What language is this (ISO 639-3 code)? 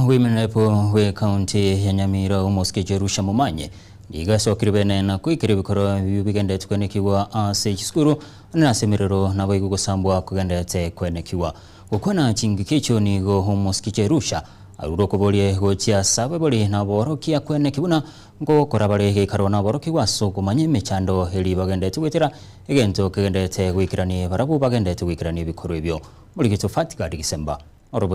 guz